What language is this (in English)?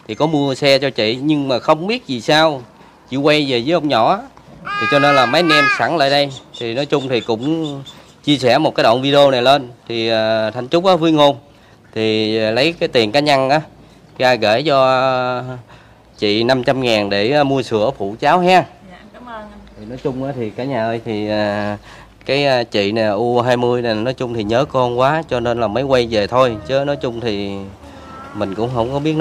Vietnamese